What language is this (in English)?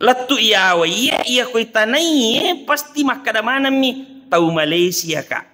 Buginese